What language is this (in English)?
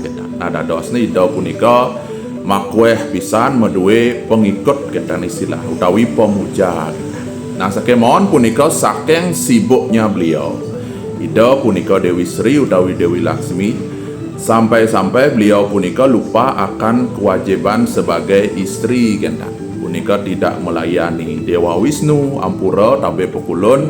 Balinese